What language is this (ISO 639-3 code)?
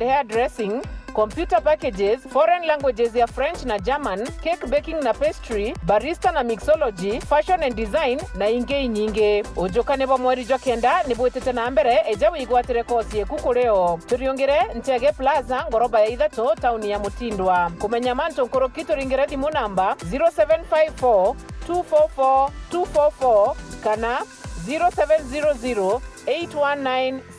mer